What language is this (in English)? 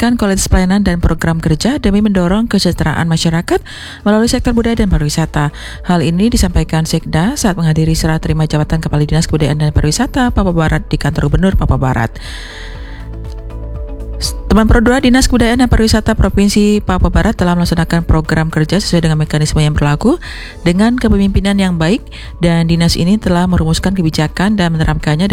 Indonesian